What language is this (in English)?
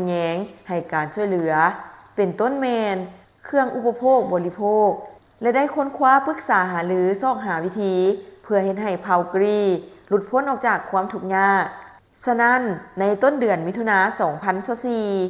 Lao